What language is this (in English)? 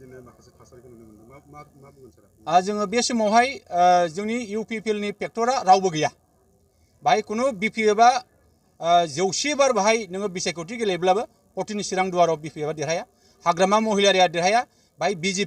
Bodo